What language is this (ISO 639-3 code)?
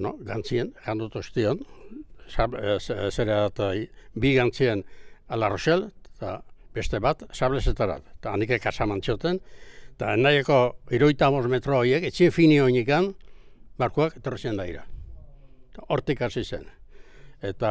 eus